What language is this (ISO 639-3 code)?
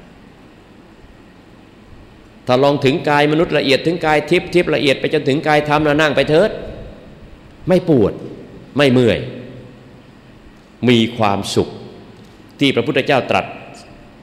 tha